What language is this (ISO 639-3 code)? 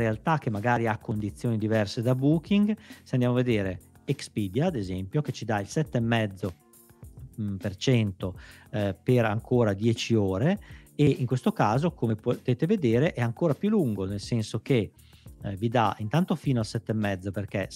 ita